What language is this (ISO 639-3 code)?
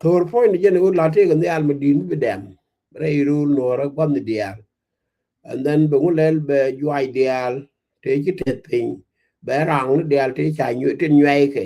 nus